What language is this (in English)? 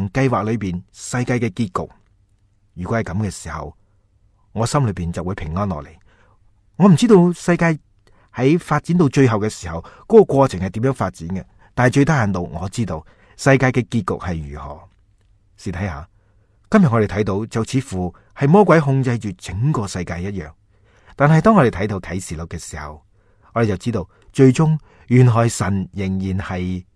Cantonese